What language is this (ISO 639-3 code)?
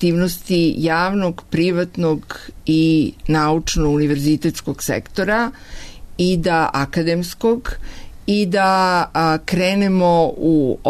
srp